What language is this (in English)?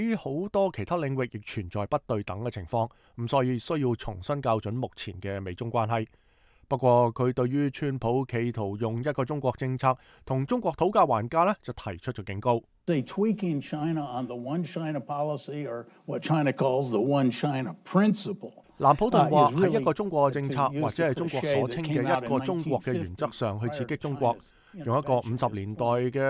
Cantonese